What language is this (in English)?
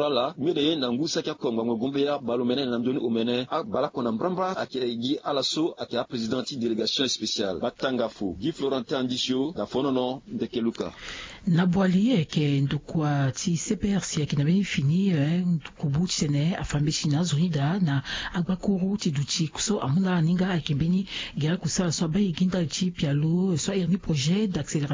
Sango